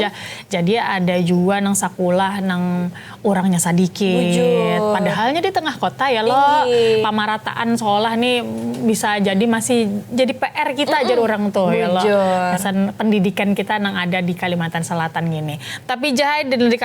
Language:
Banjar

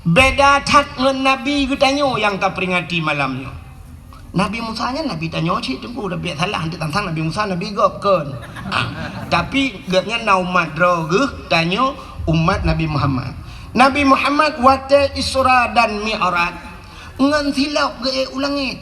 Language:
Achinese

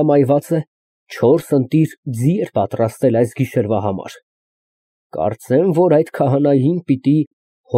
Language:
Armenian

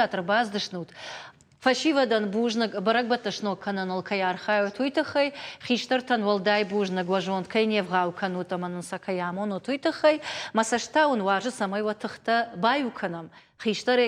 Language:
Ossetic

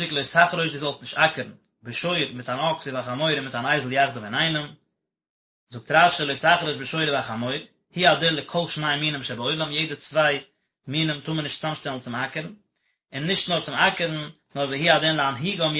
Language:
Yiddish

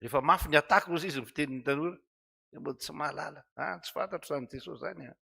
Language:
Malagasy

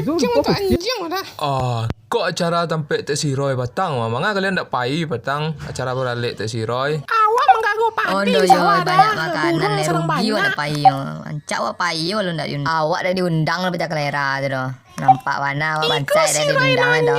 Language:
Minangkabau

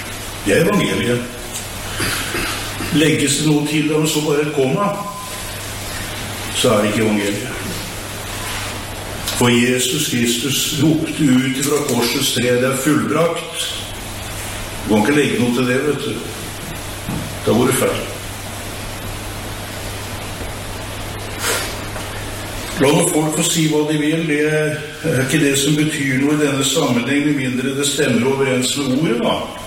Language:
Norwegian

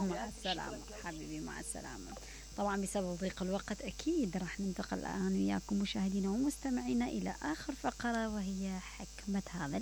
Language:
Mesopotamian Arabic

